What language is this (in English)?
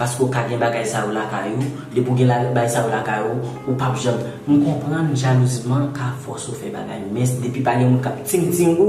Haitian Creole